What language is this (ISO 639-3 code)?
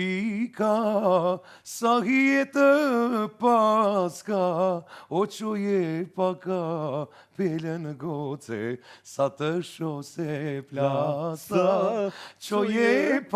sqi